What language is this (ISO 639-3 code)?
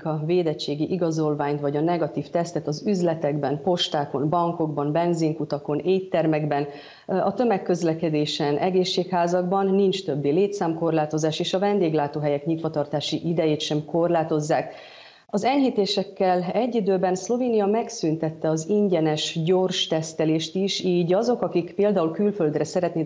hun